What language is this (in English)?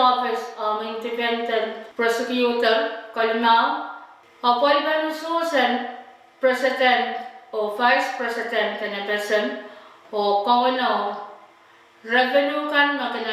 Pohnpeian